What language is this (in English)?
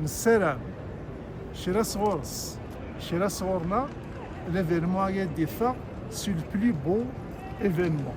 Kabyle